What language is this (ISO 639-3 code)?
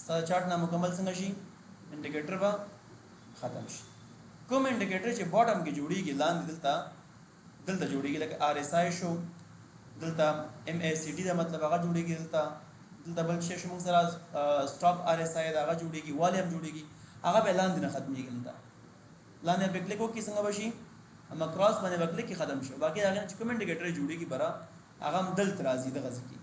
pus